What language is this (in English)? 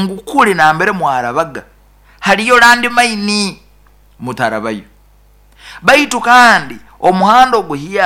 Nyoro